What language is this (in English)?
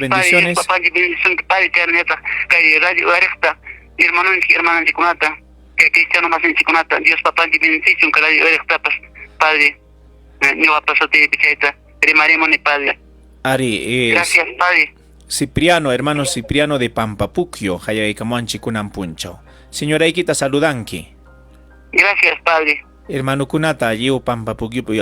Ayacucho Quechua